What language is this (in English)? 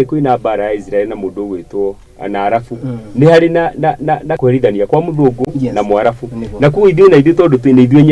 Kikuyu